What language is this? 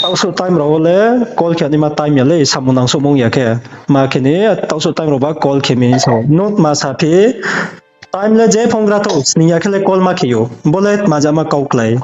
Riang (India)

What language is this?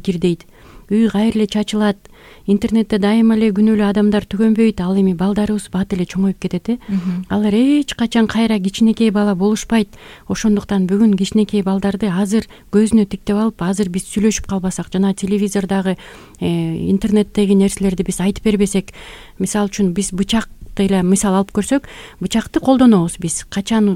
Kyrgyz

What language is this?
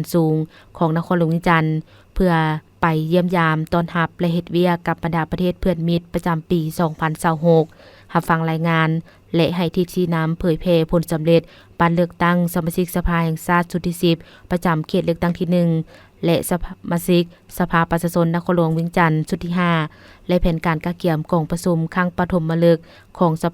Lao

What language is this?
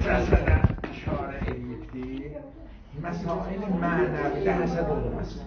South Azerbaijani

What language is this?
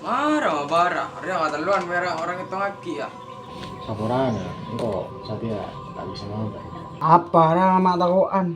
Madurese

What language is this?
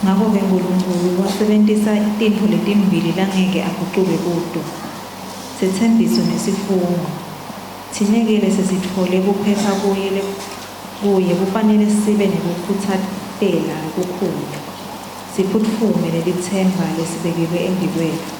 Swati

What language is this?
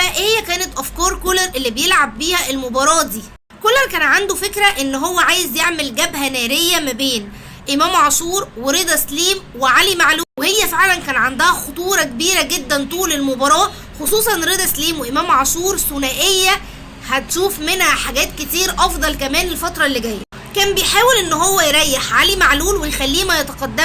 Egyptian Arabic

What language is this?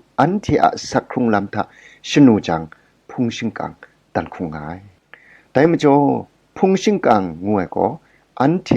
Kachin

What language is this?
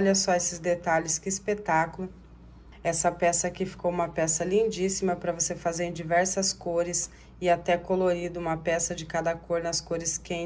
Portuguese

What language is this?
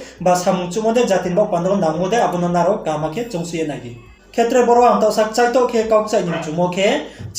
Riang (India)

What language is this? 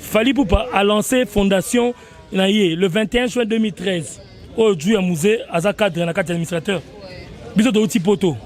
Lingala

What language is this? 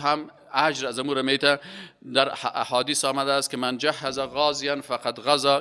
Persian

